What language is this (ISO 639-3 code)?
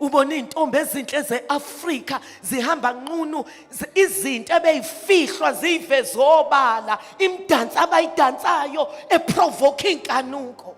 zul